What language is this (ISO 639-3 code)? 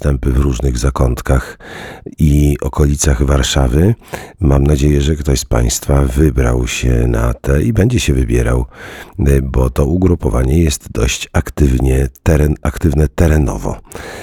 pol